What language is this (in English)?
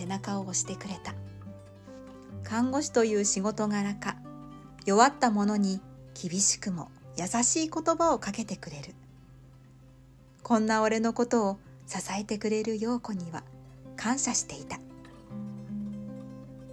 Japanese